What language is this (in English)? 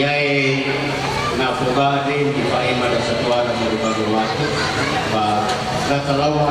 Nias